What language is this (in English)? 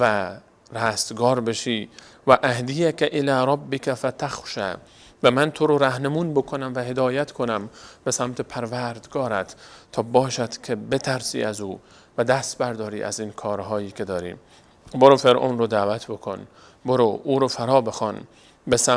Persian